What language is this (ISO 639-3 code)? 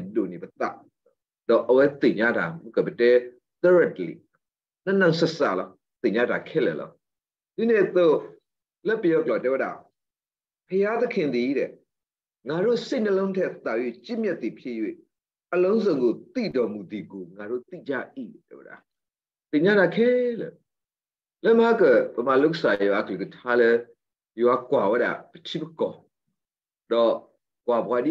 ksw